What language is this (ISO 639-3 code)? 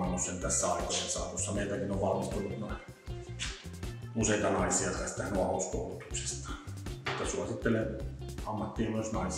fin